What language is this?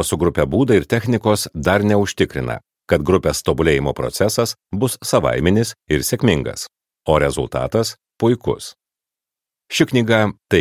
Lithuanian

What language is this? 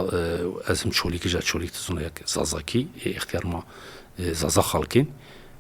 Zaza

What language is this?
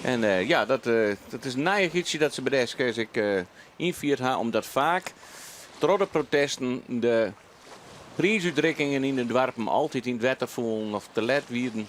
Western Frisian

